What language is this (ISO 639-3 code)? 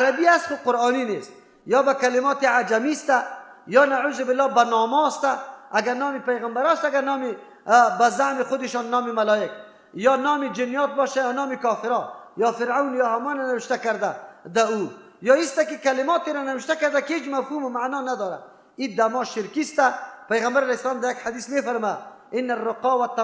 fas